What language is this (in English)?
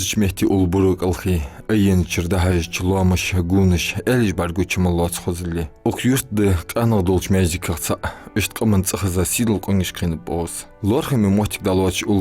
Ingush